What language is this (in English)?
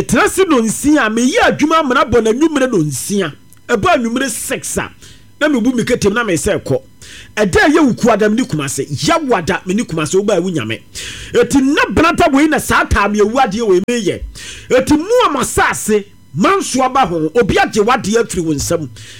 Akan